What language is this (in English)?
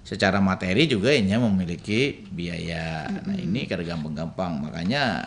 Banjar